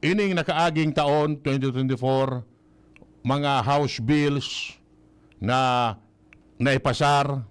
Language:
Bikol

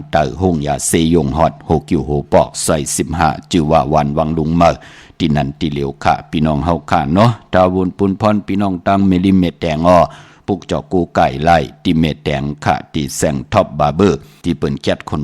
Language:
Shan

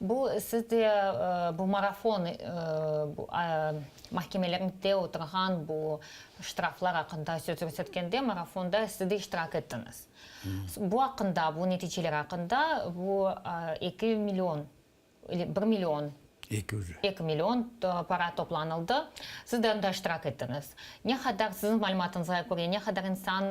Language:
Crimean Tatar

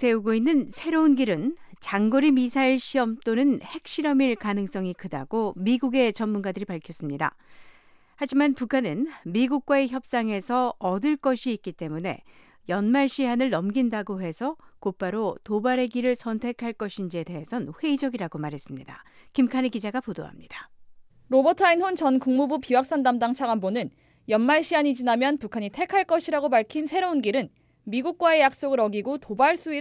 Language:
Korean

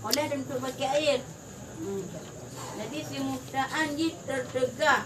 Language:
Achinese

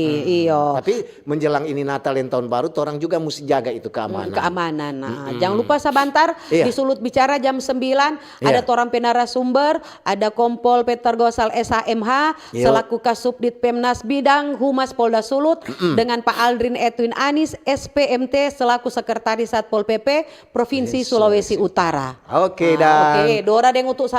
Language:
Manado Malay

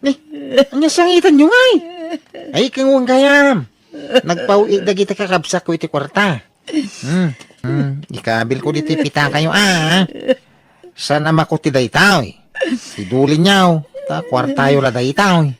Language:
Iloko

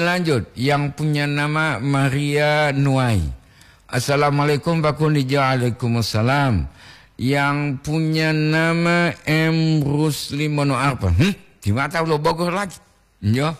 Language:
Gorontalo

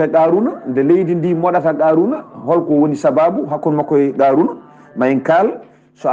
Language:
Fula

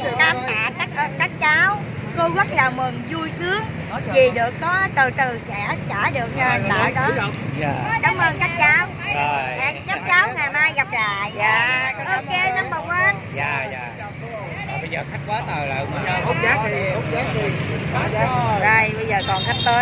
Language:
Vietnamese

